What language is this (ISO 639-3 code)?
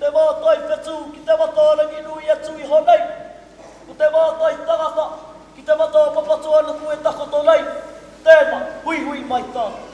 mri